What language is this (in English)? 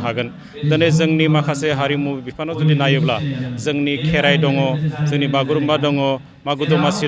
Bodo